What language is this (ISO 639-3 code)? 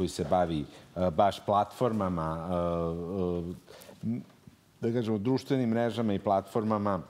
srp